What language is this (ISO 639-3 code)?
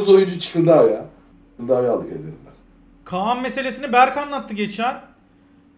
tur